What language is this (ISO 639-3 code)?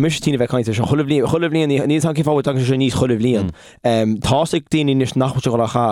gle